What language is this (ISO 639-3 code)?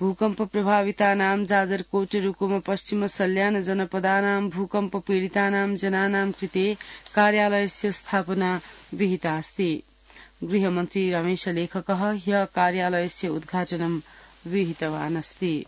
san